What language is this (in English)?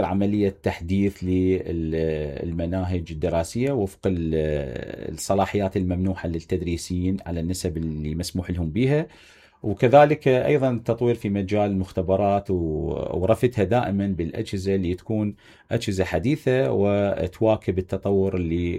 Mesopotamian Arabic